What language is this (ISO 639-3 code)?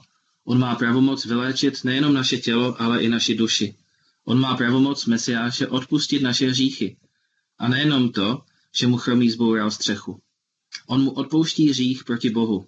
ces